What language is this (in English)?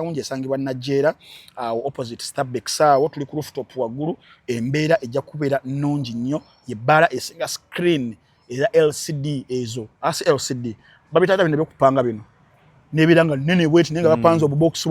Ganda